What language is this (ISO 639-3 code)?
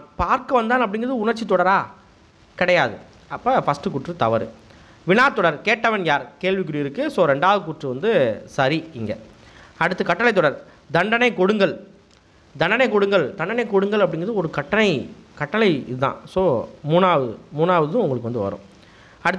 tam